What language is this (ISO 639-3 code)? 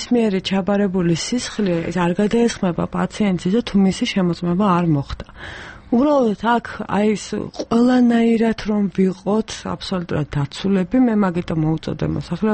kat